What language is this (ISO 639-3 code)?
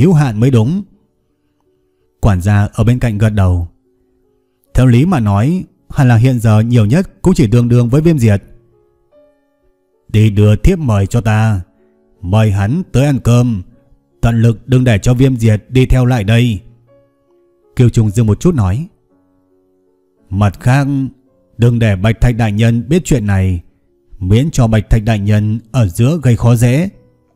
vie